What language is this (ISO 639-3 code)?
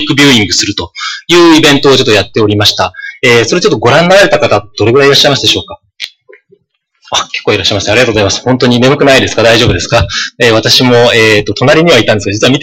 jpn